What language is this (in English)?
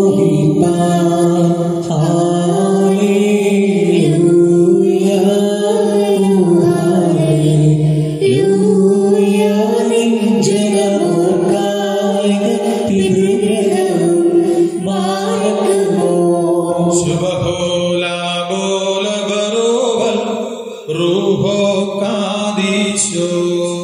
Malayalam